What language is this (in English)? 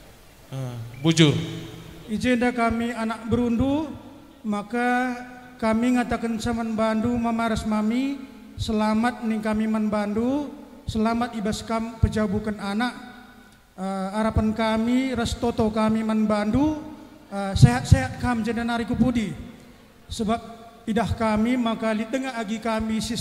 Batak Karo